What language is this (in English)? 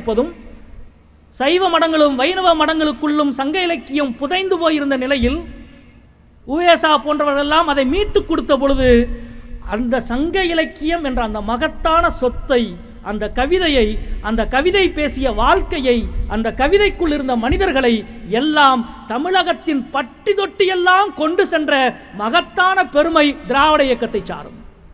Tamil